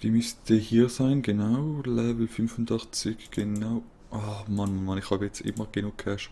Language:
Swiss German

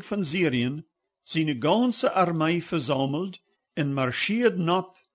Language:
Plautdietsch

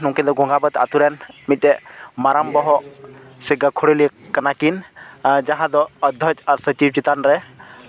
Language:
Santali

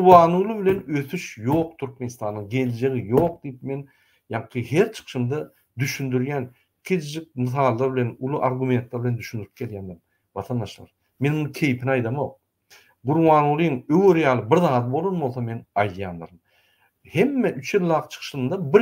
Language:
Turkmen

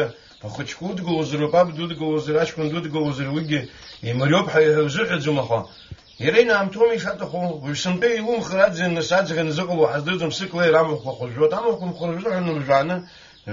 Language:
Abkhazian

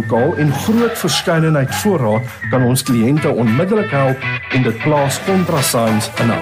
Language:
Afrikaans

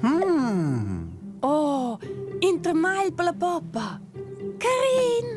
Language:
Romansh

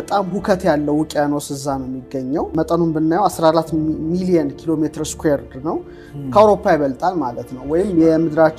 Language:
Amharic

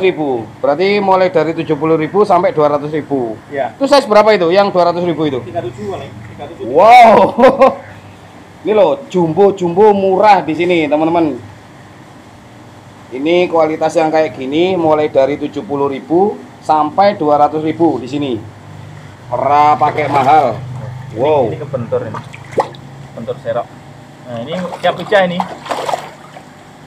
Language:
Indonesian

